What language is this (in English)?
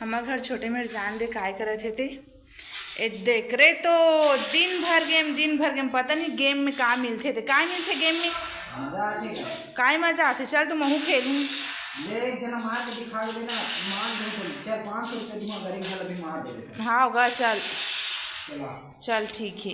Chhattisgarhi